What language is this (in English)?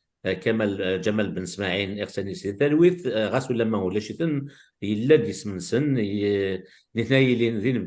Kabyle